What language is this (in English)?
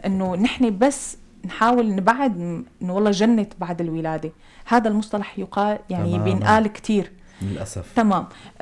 North Levantine Arabic